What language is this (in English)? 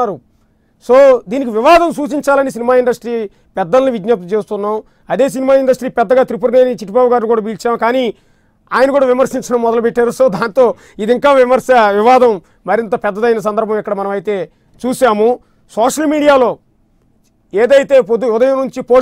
Telugu